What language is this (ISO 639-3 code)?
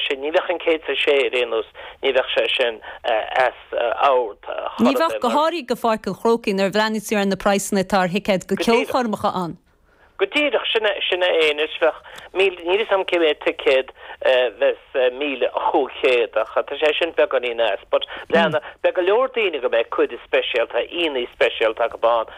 gle